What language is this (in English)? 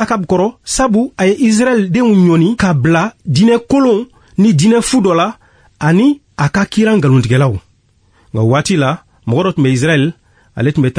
Bambara